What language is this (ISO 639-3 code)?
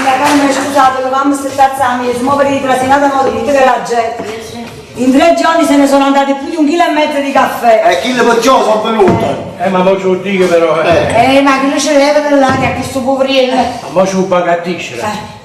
nap